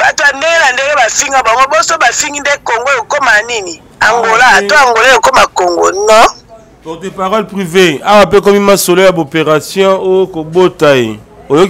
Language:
Lingala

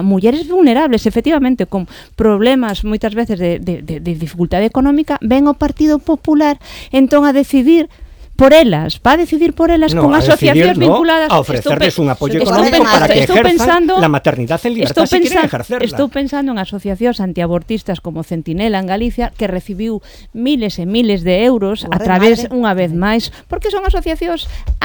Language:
Galician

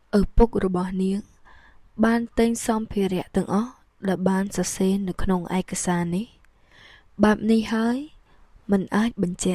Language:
Khmer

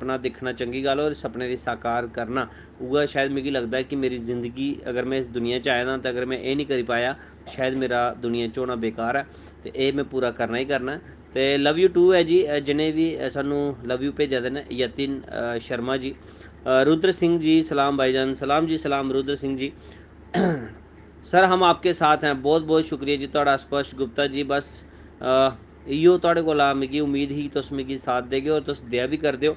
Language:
Dogri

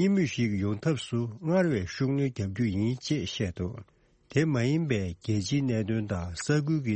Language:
Tibetan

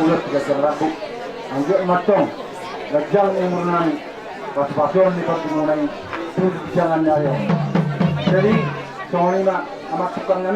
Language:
Batak Toba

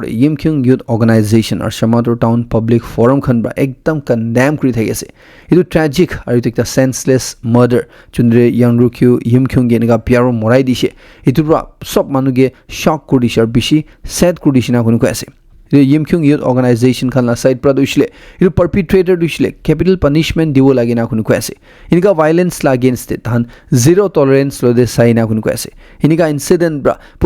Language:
Naga Pidgin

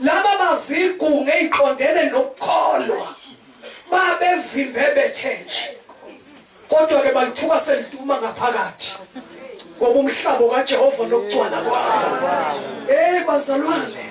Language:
Zulu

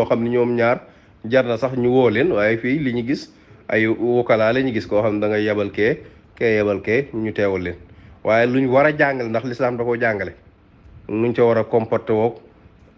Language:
Wolof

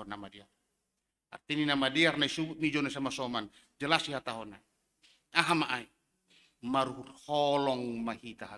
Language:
Batak Simalungun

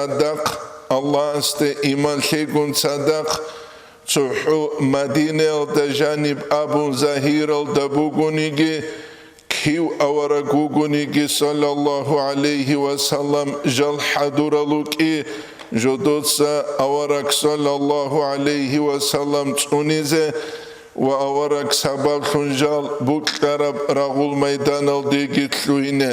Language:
Avaric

